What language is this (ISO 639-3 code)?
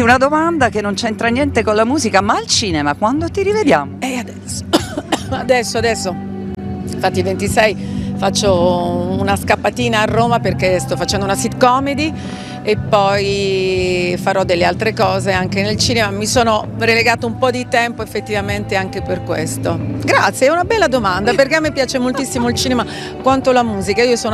ita